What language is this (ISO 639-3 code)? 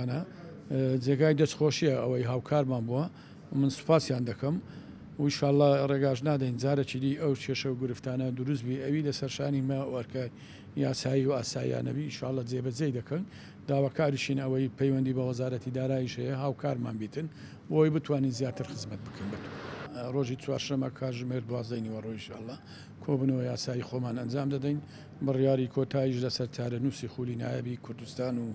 ckb